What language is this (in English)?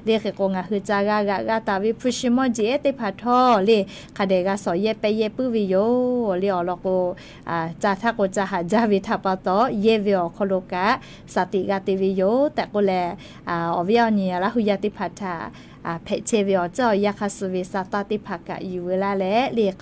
Lahu